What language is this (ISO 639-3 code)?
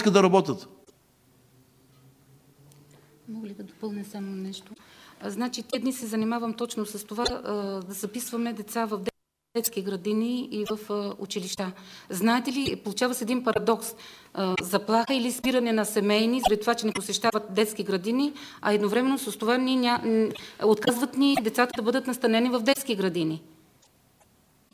bul